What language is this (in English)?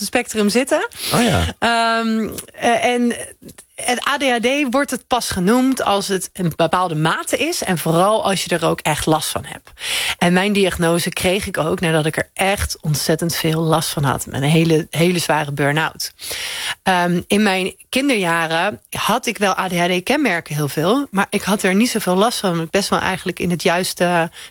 Dutch